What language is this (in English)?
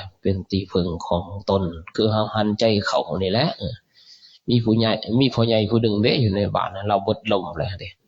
Lao